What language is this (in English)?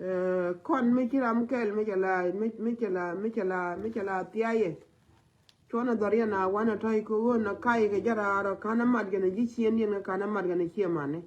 Nuer